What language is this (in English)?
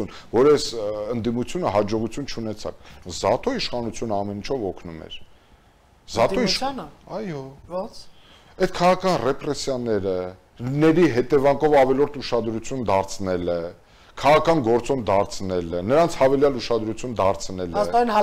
Armenian